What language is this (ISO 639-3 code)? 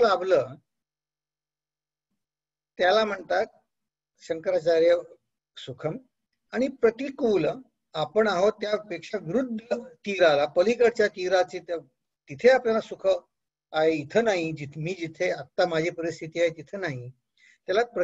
mar